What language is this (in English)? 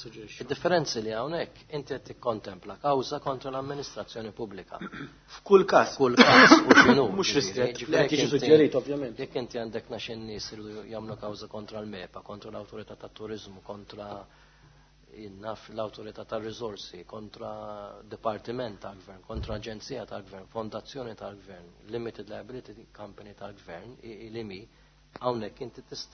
Maltese